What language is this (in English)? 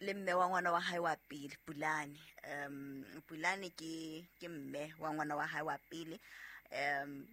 Southern Sotho